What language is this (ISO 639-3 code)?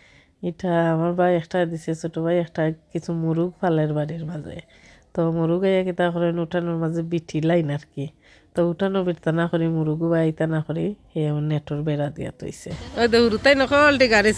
syl